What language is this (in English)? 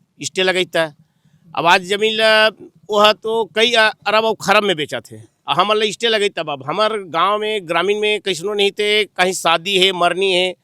Chhattisgarhi